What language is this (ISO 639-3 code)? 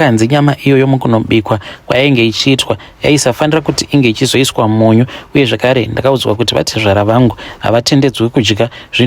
sna